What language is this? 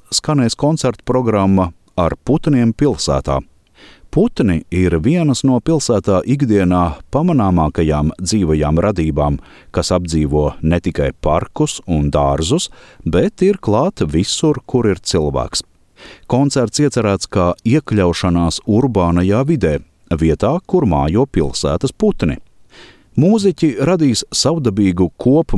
Latvian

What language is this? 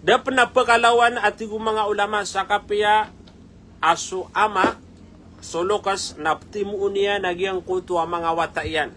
Maranao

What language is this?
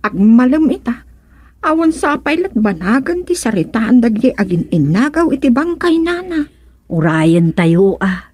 Iloko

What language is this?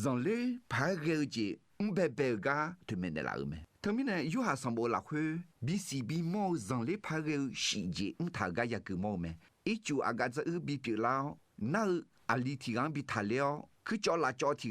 Akha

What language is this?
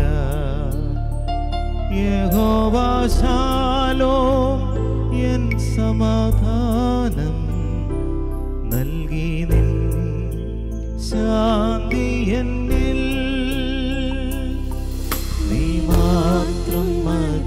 Malayalam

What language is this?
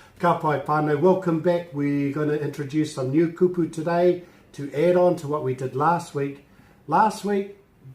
Māori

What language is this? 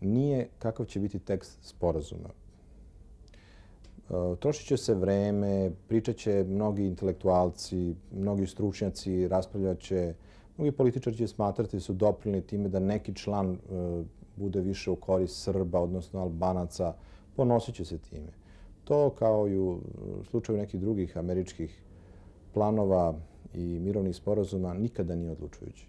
Serbian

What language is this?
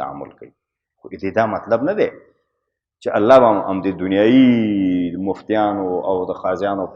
Pashto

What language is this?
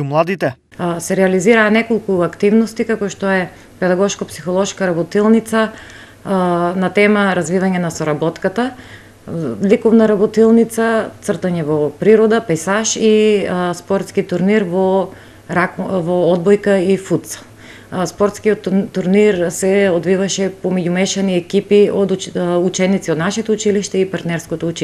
Macedonian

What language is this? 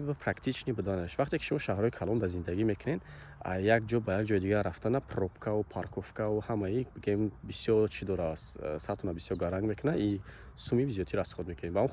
Tajik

